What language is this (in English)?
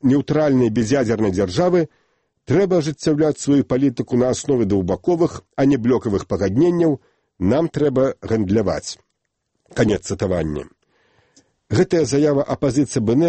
Belarusian